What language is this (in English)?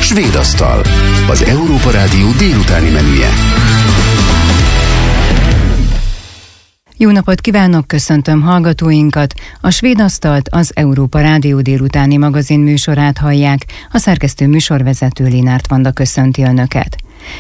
Hungarian